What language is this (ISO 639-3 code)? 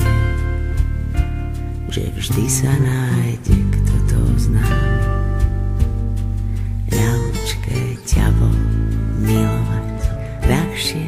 slk